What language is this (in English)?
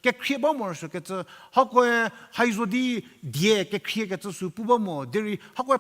Angami Naga